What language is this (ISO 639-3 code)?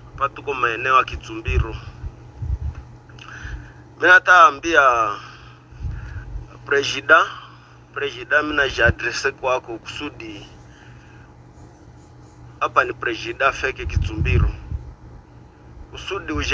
kin